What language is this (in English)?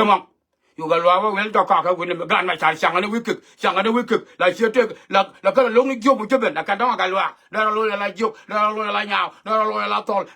Nuer